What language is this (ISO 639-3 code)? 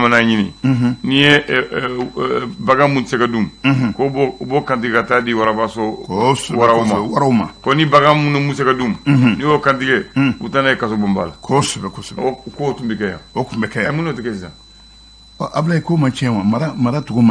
bam